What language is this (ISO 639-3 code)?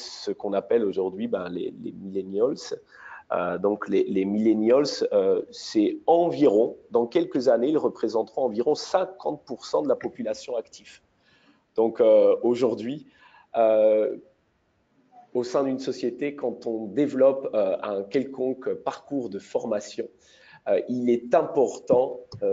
fra